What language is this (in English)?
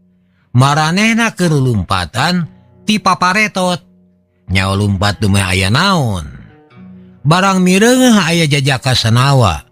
Sundanese